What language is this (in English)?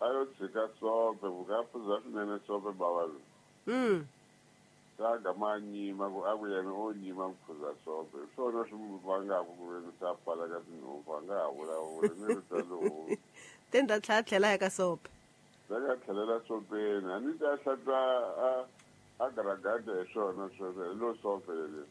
Tsonga